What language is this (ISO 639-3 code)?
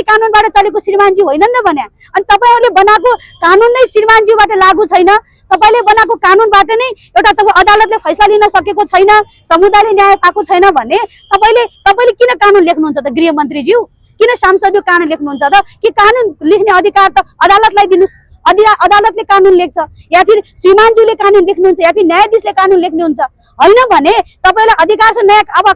nep